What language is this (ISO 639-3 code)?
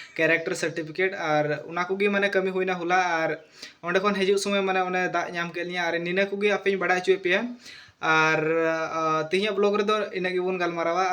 sat